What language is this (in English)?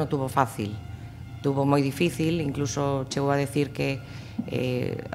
Galician